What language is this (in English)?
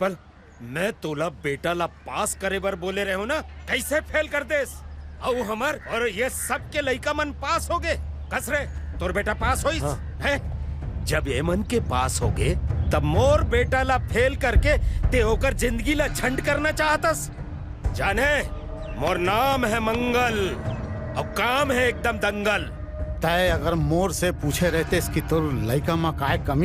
Chhattisgarhi